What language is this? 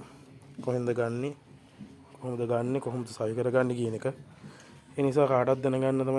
Sinhala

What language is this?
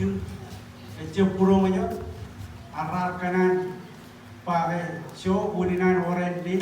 Marshallese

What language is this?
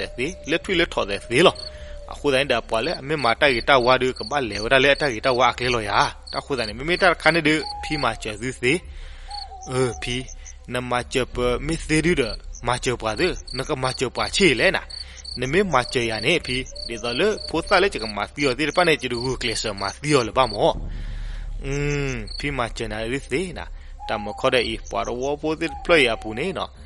S'gaw Karen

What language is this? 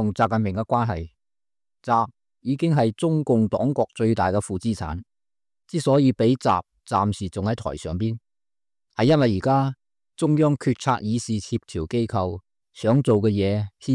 Cantonese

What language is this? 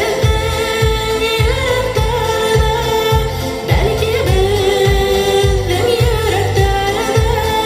Bashkir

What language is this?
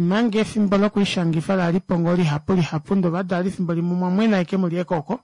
Kuanyama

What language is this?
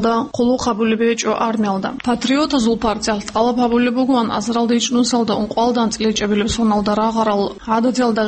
Avaric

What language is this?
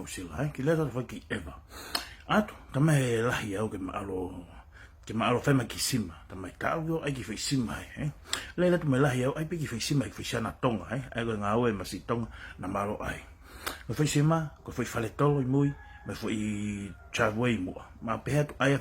Tongan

